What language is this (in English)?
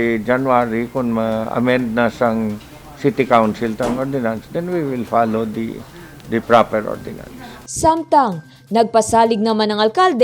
Hiligaynon